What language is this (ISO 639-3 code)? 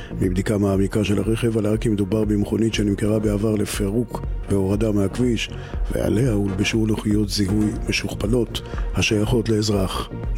heb